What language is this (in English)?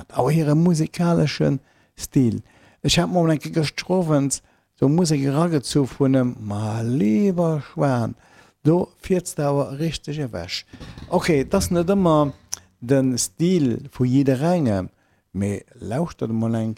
Luxembourgish